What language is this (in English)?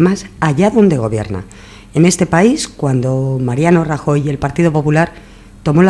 Spanish